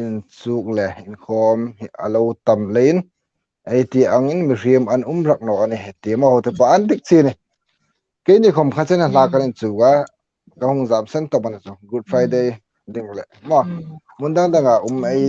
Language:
Hmar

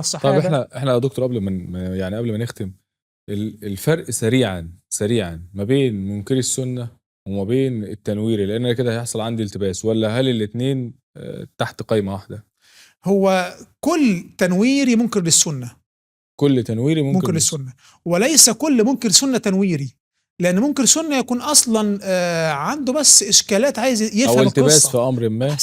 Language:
Egyptian Arabic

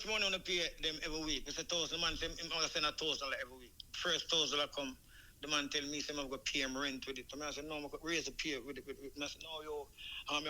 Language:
Jamaican Creole English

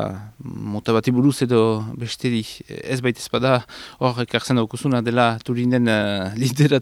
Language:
Basque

